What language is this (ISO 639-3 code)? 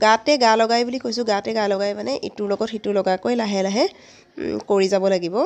asm